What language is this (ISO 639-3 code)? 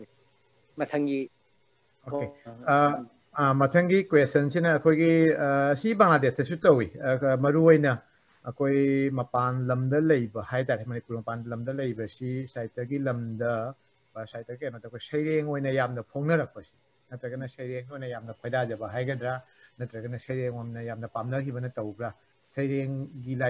mni